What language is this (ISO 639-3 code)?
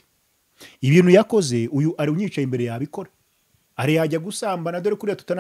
kin